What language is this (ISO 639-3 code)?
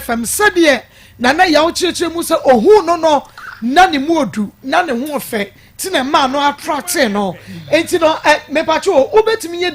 aka